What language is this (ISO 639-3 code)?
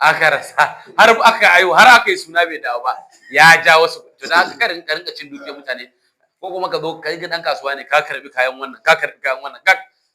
hau